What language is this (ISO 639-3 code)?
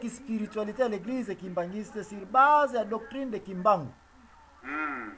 lin